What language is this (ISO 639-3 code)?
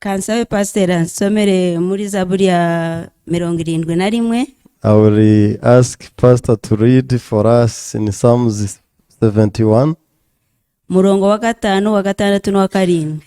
kin